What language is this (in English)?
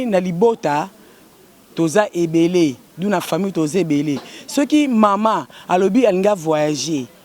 Lingala